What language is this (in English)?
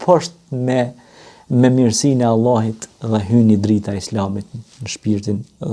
Albanian